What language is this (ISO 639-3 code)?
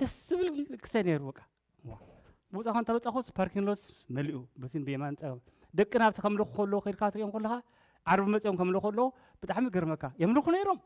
tir